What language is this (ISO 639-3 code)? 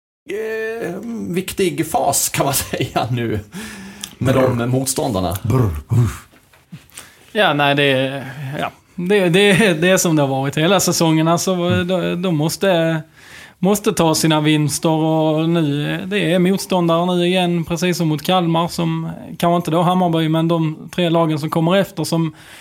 swe